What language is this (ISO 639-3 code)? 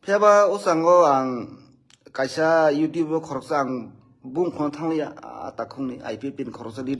trp